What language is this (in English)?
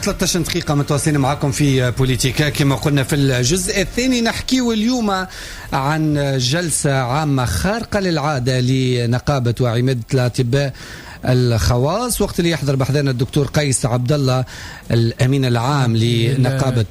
Tunisian Arabic